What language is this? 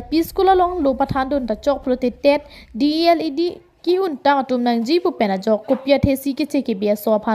Karbi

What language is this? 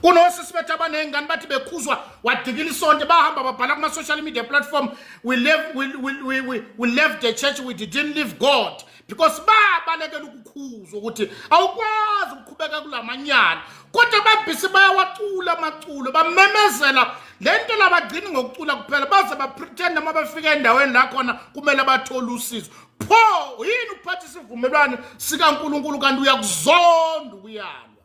Zulu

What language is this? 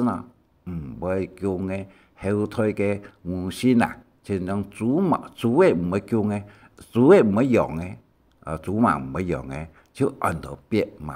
Hakka Chinese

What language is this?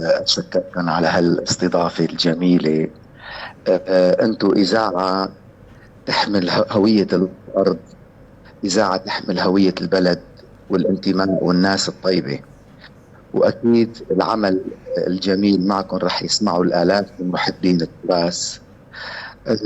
North Levantine Arabic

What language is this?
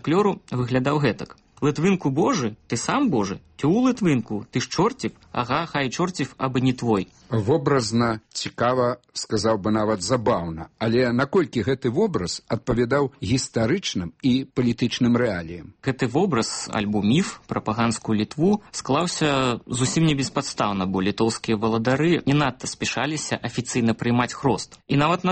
Belarusian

